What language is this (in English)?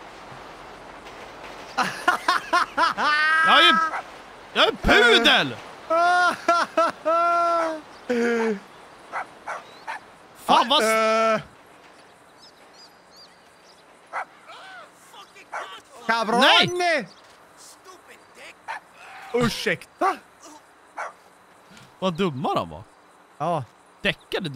Swedish